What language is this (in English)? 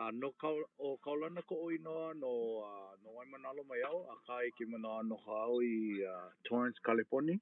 Hawaiian